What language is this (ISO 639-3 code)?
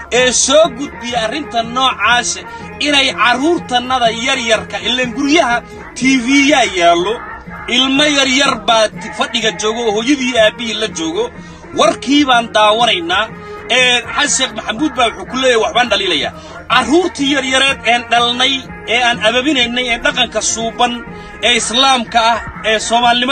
som